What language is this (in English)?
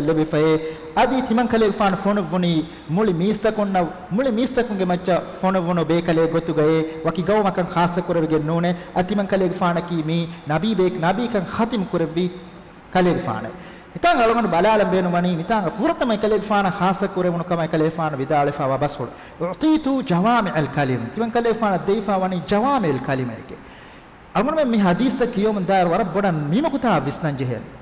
Divehi